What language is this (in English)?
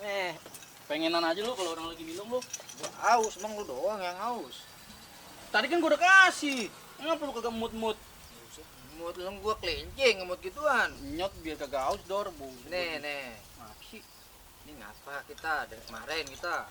Betawi